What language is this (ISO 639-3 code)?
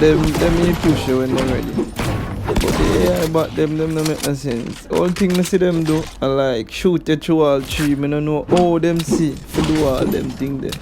jam